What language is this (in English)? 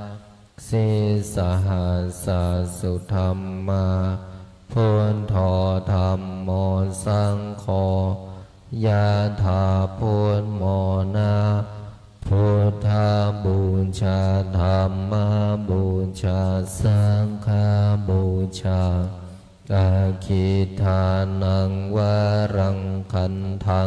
Pali